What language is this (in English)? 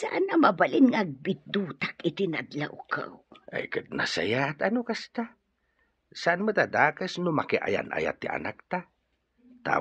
Iloko